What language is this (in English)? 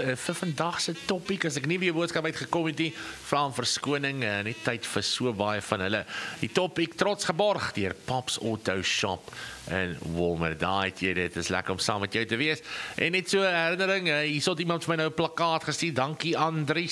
Afrikaans